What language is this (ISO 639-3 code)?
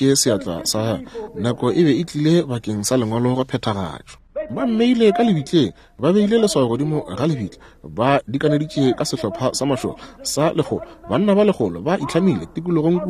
nso